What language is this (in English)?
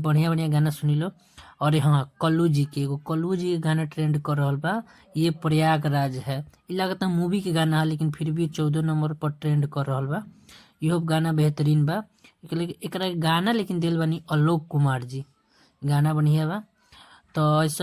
Bhojpuri